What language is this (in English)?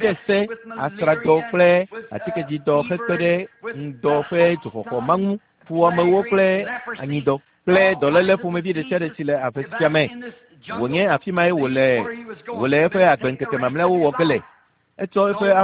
Ewe